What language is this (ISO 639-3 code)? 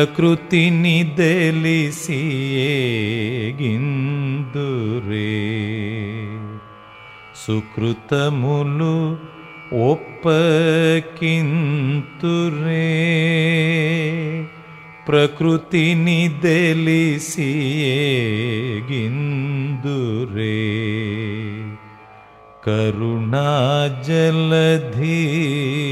tel